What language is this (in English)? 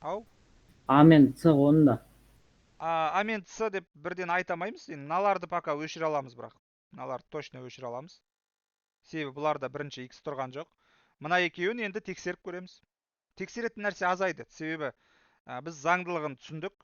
Kazakh